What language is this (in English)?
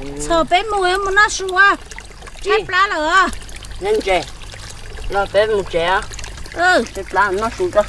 Hmong